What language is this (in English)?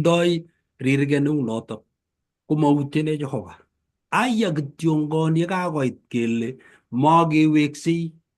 Kalenjin